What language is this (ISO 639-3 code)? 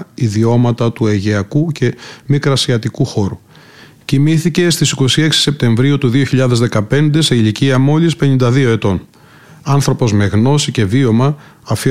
ell